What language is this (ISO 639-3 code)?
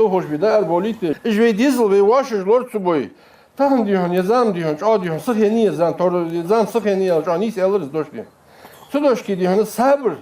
inh